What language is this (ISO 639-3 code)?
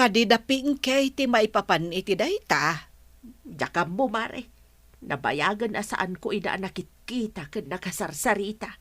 ilo